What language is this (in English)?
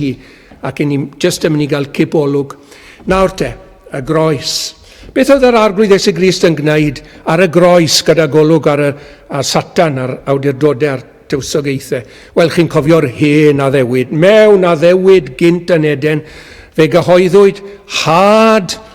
Welsh